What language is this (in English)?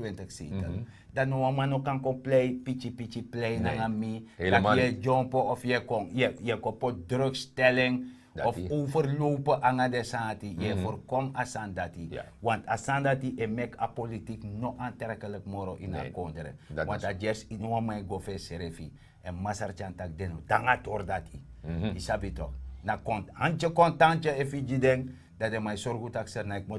Sranan Tongo